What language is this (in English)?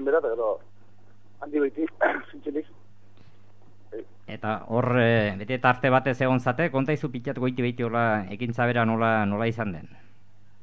Basque